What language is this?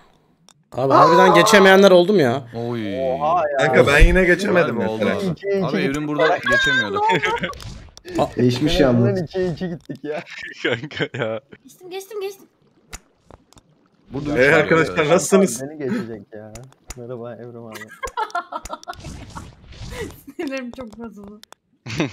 Turkish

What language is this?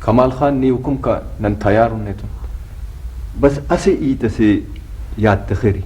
Brahui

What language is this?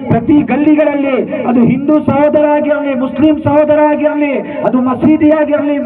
Kannada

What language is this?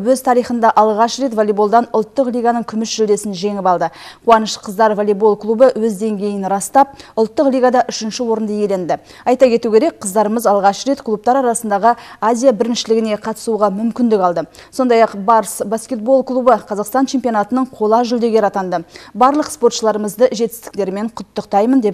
Kyrgyz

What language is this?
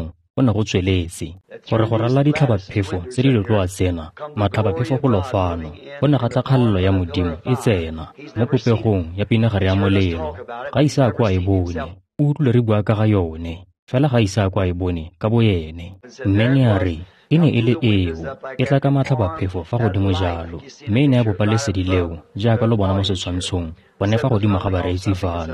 Tswana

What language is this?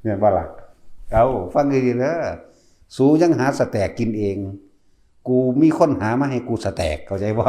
Northeastern Thai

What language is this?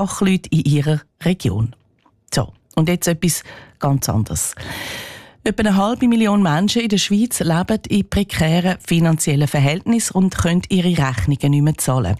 German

